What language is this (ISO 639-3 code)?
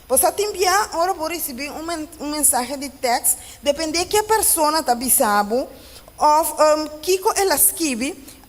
pap